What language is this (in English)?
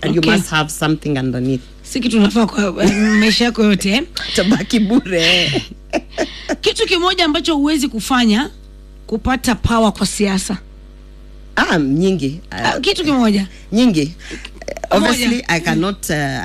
Swahili